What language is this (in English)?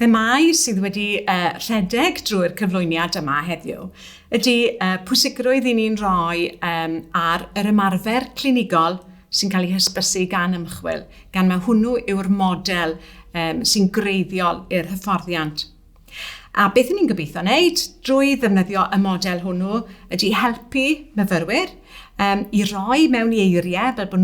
Welsh